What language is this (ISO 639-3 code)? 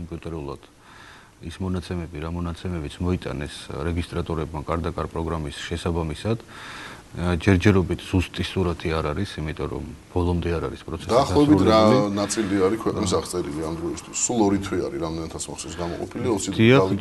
kat